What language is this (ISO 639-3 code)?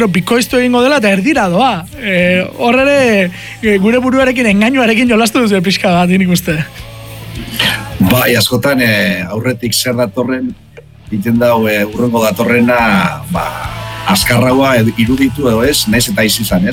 eus